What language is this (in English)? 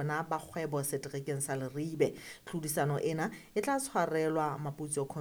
Southern Sotho